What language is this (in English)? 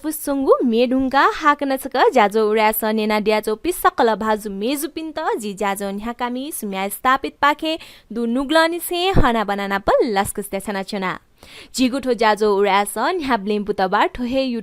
Newari